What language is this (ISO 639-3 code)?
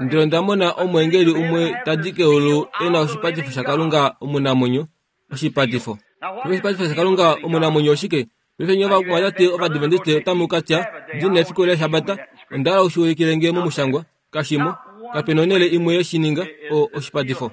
kua